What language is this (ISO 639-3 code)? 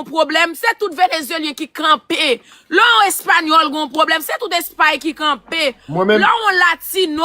hat